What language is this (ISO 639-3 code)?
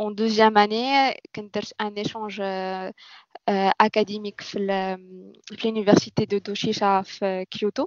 ary